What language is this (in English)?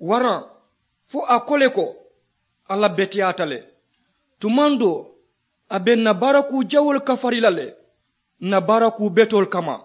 Mandingo